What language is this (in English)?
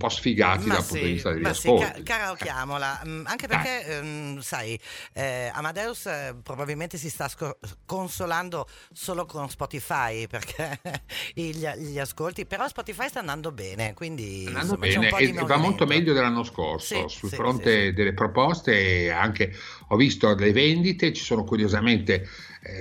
Italian